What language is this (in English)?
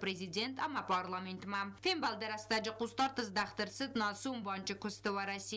Ossetic